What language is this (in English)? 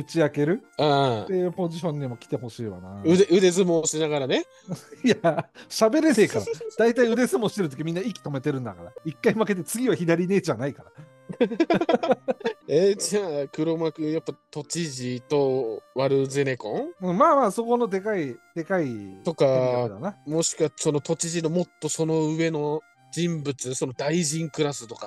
Japanese